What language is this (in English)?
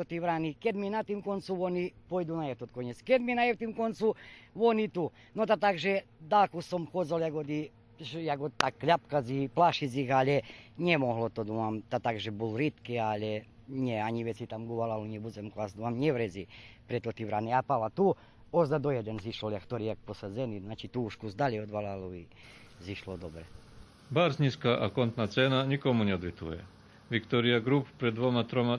Rusyn